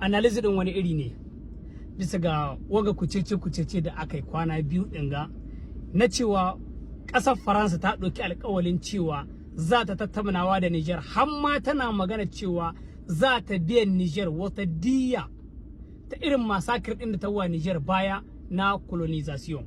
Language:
Hausa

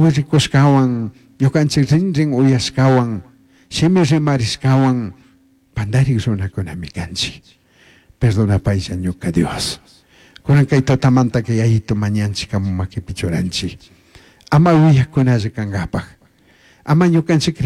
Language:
Chimborazo Highland Quichua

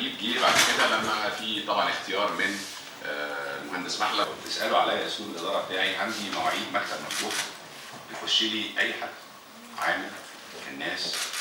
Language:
Egyptian Arabic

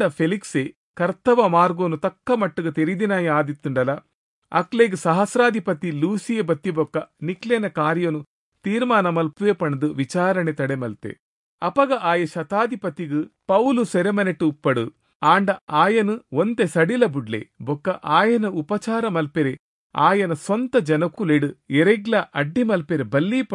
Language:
Tulu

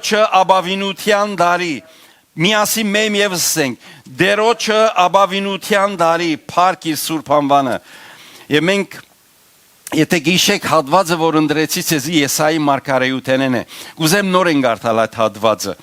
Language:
Western Armenian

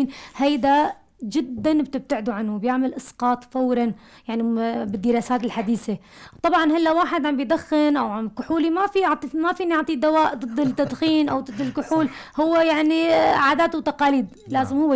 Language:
North Levantine Arabic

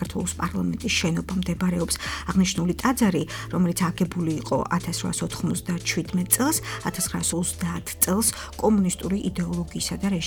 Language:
Georgian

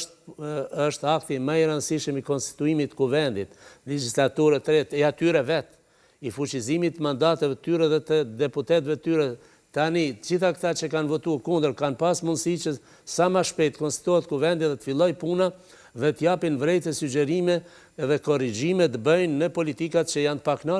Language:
Albanian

